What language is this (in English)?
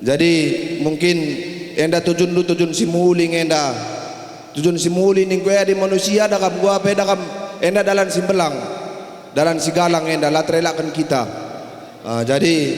Batak Karo